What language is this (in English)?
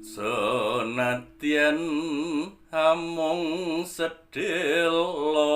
Javanese